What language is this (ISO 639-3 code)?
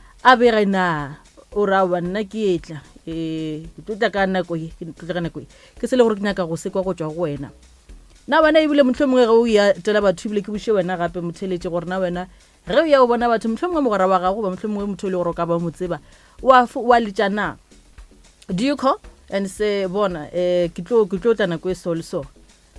nso